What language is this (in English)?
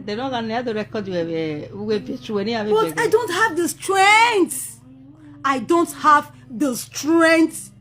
Nigerian Pidgin